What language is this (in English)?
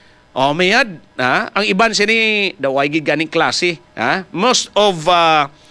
Hiligaynon